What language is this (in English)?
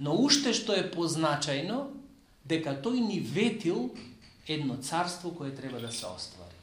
Macedonian